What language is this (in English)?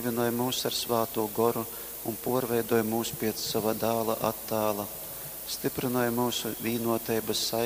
Latgalian